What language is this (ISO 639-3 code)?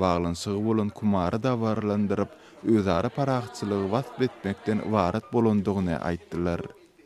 tuk